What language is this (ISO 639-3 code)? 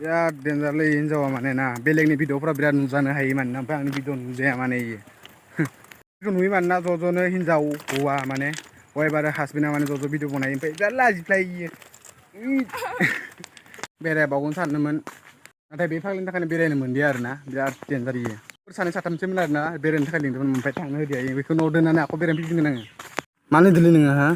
brx